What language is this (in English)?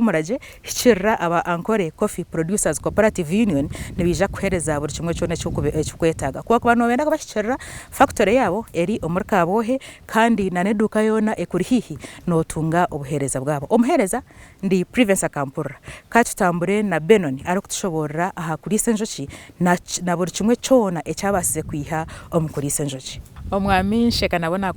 Nyankole